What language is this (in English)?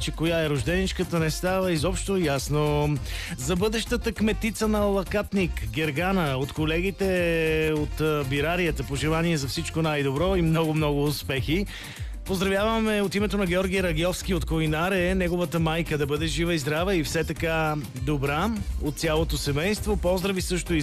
Bulgarian